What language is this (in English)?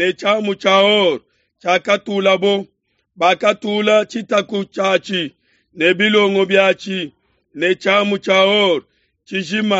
Luba-Lulua